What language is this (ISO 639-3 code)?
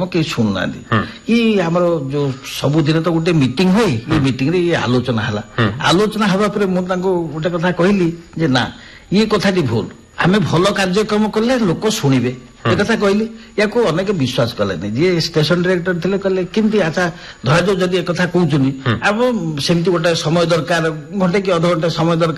ori